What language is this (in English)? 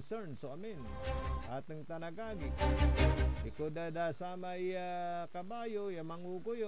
Pangasinan